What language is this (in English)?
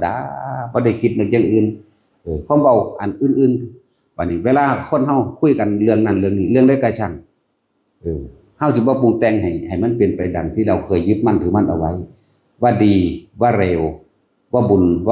Northeastern Thai